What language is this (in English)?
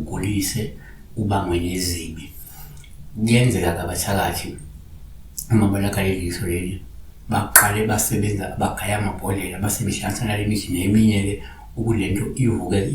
Zulu